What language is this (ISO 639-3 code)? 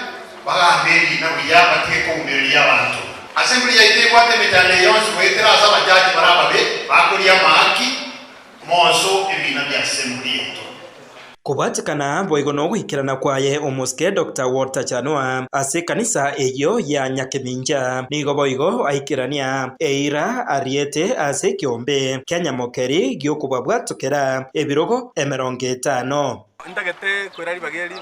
guz